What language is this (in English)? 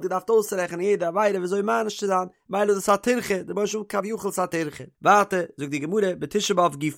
Yiddish